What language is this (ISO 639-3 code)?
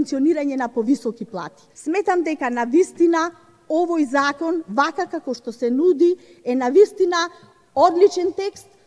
mkd